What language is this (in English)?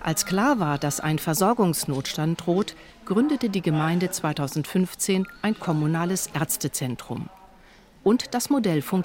German